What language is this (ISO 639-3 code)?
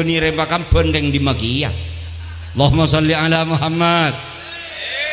mad